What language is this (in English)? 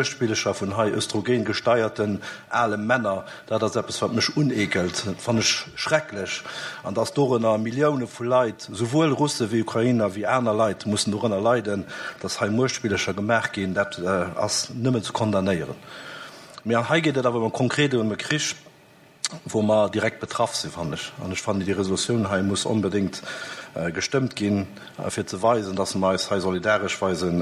Luxembourgish